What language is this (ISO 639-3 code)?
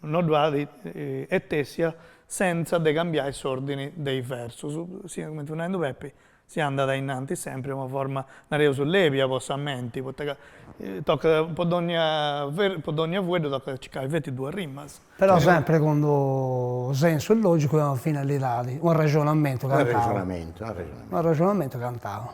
srd